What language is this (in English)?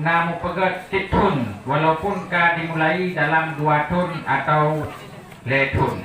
Achinese